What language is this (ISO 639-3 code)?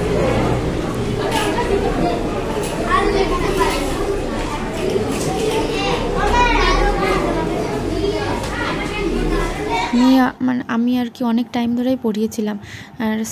ben